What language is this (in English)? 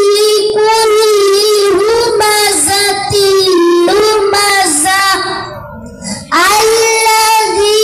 Arabic